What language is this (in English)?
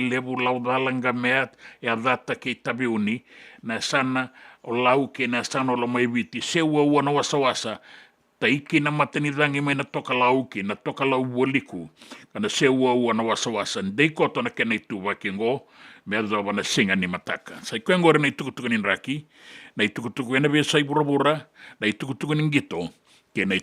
Fijian